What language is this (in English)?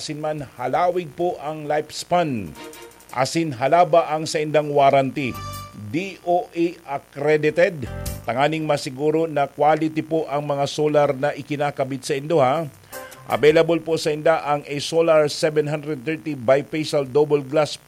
Bikol